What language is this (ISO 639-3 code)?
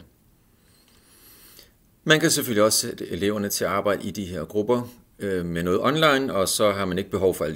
dan